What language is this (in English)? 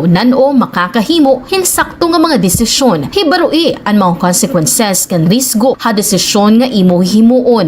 Waray